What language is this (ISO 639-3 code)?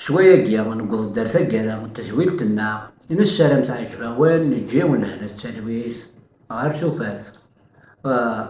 kab